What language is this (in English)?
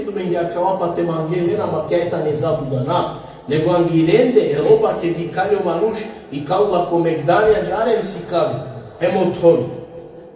Balkan Romani